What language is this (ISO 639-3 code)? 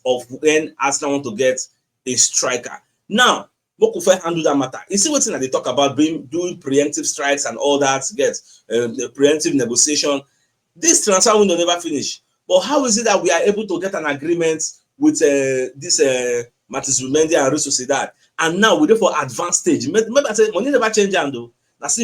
pcm